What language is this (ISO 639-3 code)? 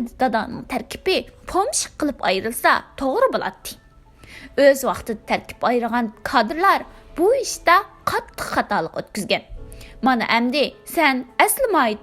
uig